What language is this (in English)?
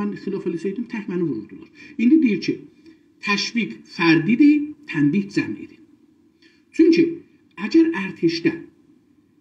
South Azerbaijani